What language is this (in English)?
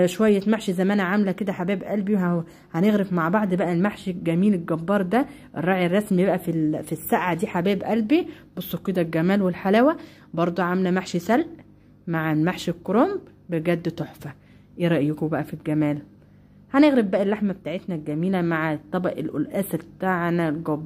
Egyptian Arabic